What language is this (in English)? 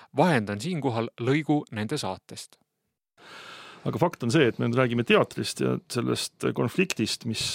Estonian